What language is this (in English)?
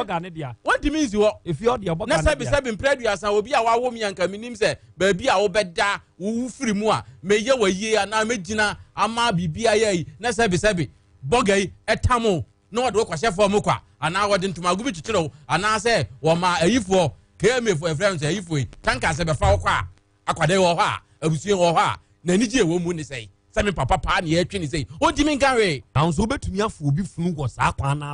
Akan